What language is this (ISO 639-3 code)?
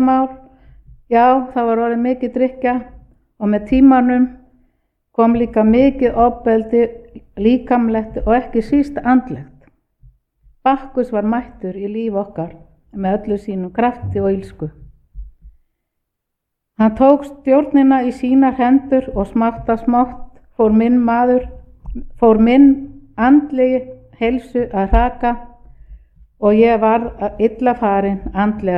isl